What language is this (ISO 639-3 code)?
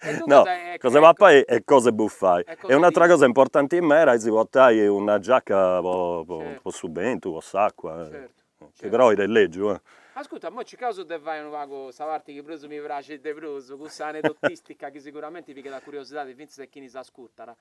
srd